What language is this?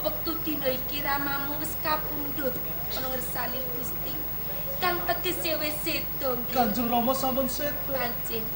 Javanese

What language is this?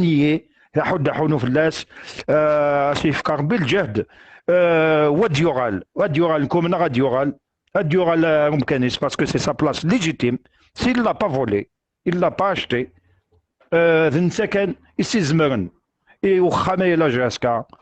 Kabyle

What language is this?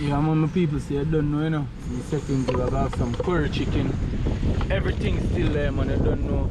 Jamaican Creole English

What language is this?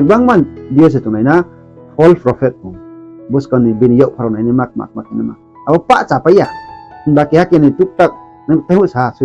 Riang (India)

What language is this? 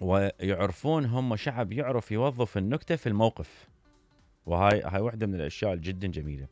Mesopotamian Arabic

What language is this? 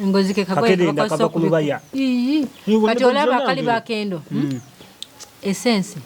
Ganda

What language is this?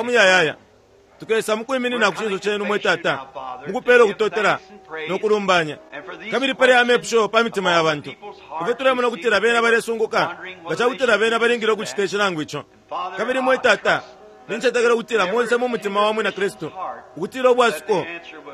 Bemba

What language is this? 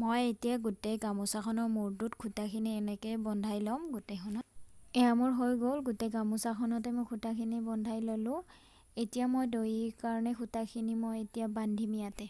Assamese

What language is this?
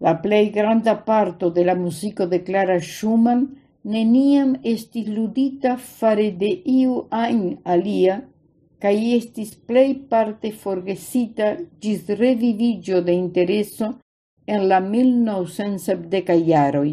Esperanto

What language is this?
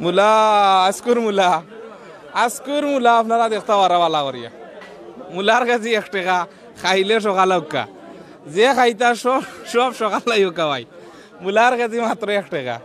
Sylheti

